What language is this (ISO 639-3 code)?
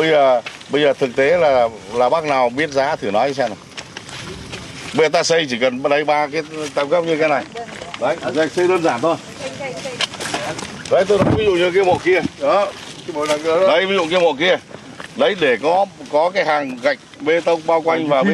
vie